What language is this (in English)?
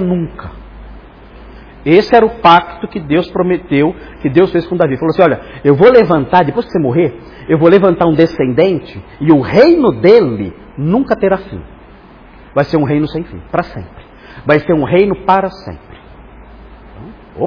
Portuguese